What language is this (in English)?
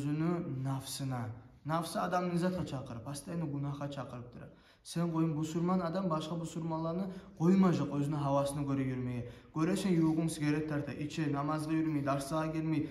Kumyk